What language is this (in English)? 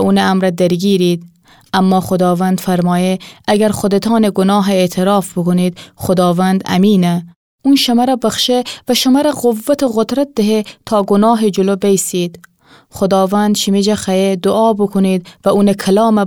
Gilaki